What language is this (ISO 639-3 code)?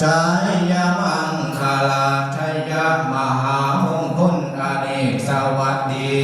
tts